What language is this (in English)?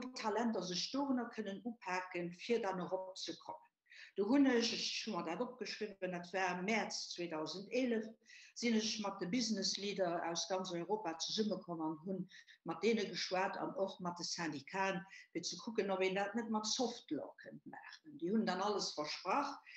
Luxembourgish